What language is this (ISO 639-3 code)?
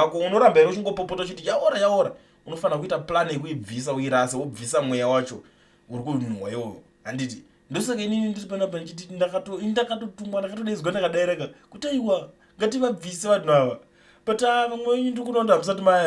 sna